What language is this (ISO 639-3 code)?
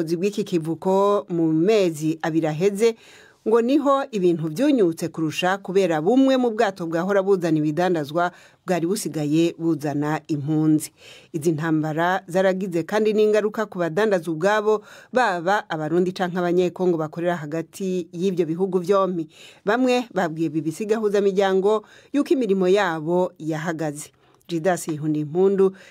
run